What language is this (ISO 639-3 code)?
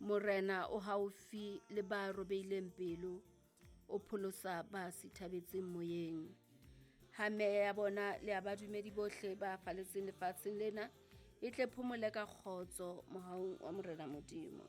sot